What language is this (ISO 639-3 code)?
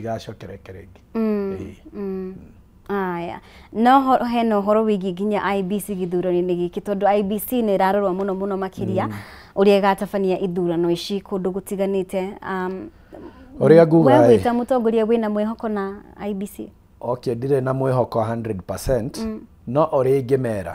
kik